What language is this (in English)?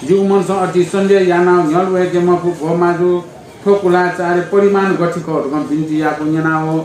Newari